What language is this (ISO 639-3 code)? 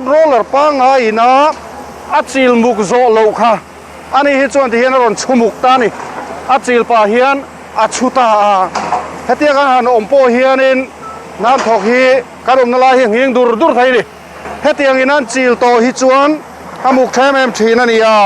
lus